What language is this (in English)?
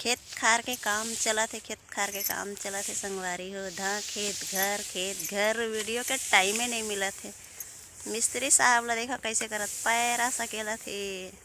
Chhattisgarhi